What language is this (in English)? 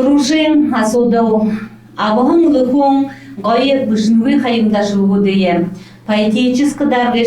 Buriat